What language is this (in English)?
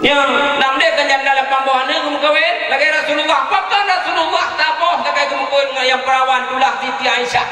Achinese